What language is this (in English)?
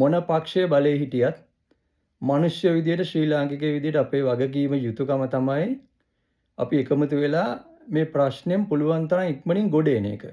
Sinhala